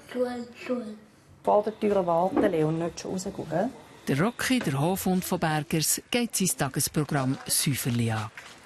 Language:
Swiss German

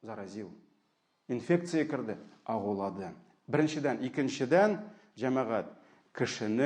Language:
Tatar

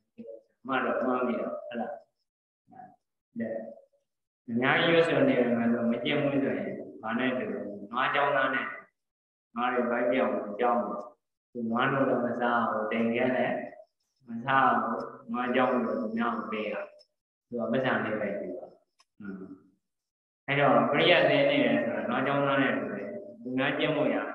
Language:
Burmese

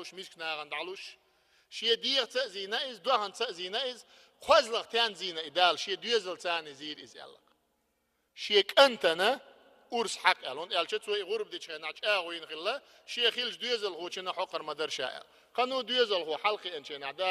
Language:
Chechen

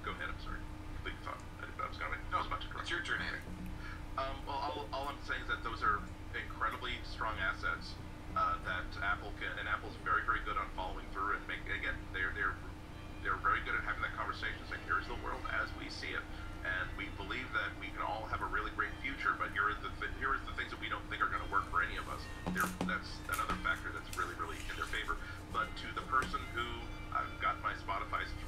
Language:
English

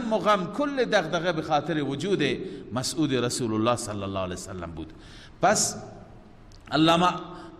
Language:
Persian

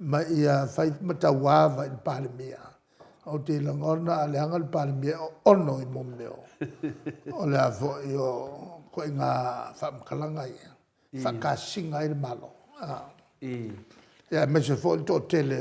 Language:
Samoan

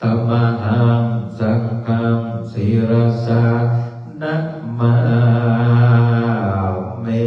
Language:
Pali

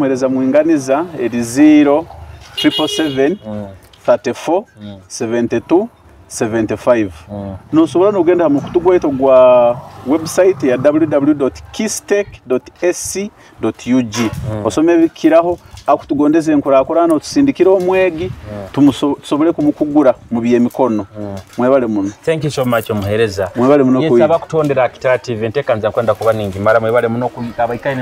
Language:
Nyoro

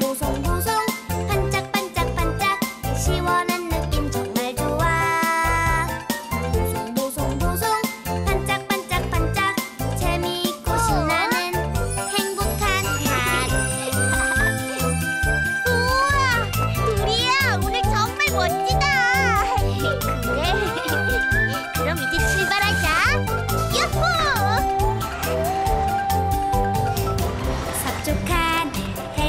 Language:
Korean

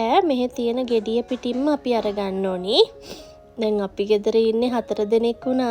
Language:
Sinhala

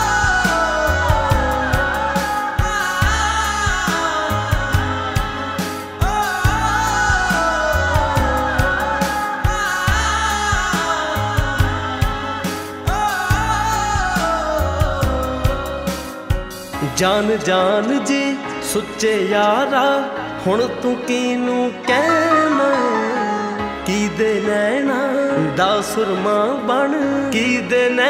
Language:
Punjabi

